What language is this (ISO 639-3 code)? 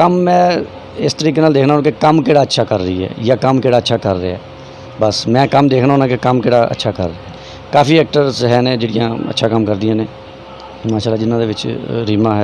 lah